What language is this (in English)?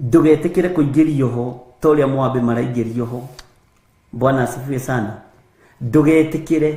Kikuyu